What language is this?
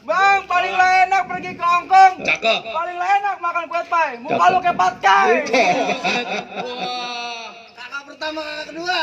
Betawi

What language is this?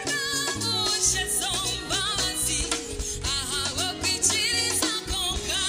Nyankole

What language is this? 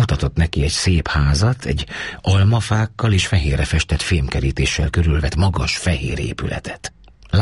Hungarian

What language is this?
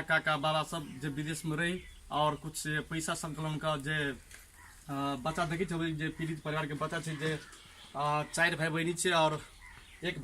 Maithili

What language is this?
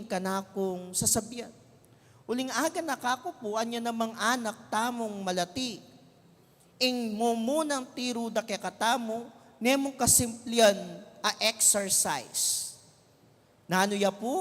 Pampanga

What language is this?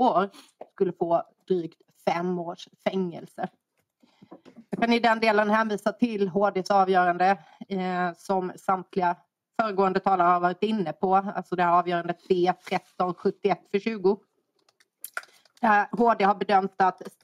Swedish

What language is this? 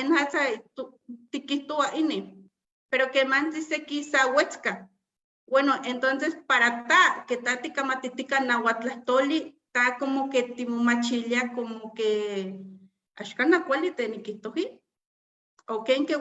Eastern Huasteca Nahuatl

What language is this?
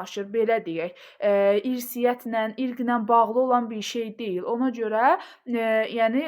Azerbaijani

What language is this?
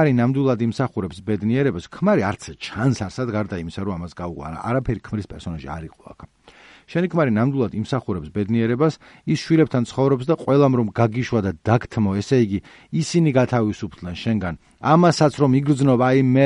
Georgian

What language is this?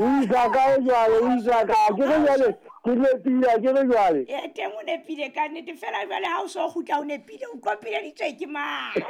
Southern Sotho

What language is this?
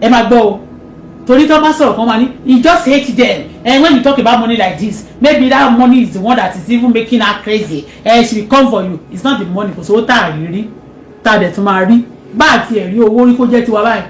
Yoruba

